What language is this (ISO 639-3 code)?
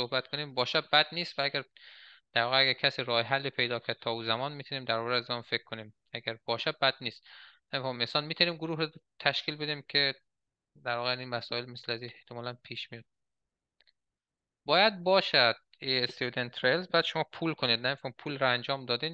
fas